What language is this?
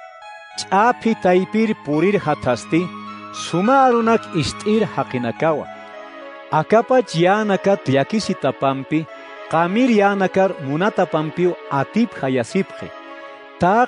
Aymara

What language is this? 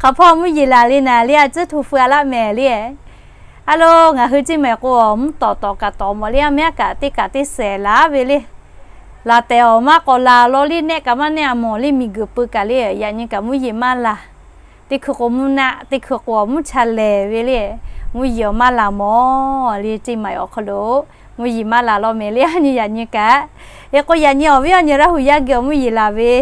Lahu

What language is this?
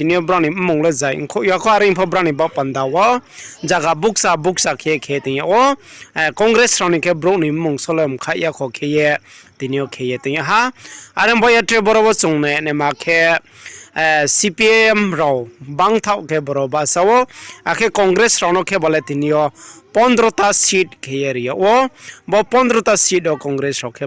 Riang (India)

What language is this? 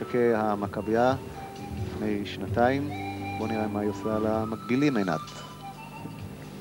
Hebrew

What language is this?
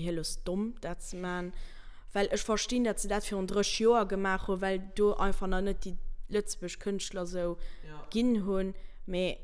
Luxembourgish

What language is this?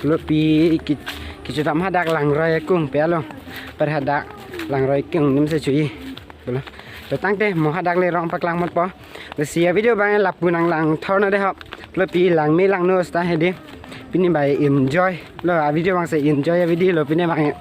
Karbi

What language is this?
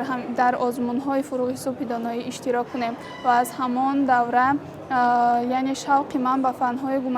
Tajik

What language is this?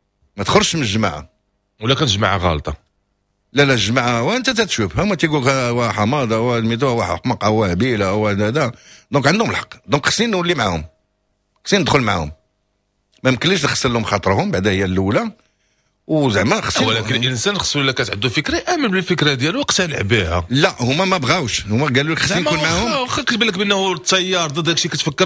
Moroccan Arabic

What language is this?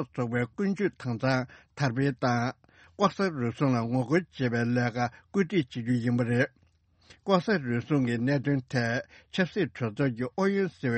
Tibetan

